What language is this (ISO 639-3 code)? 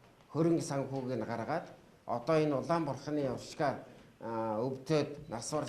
mon